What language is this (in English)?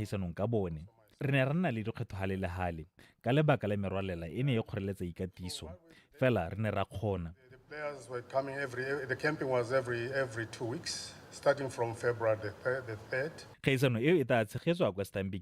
Tswana